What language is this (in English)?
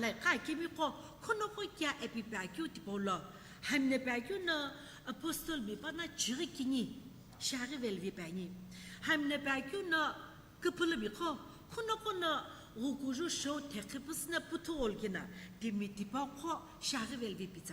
Sumi Naga